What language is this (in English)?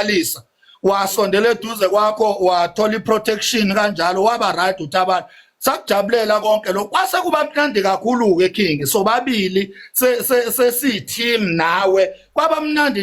Zulu